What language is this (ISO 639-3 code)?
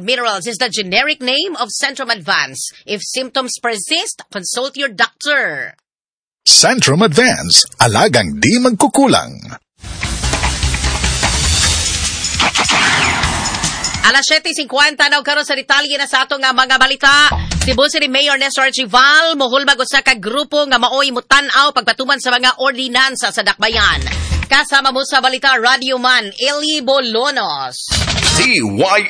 ceb